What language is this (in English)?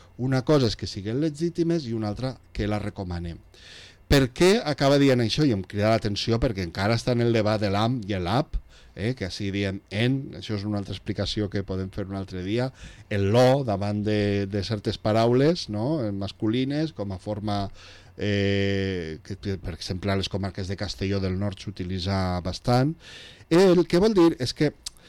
Catalan